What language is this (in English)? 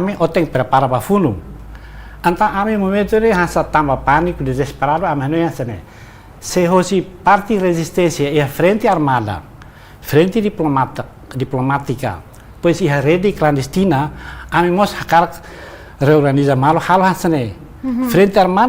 Tetum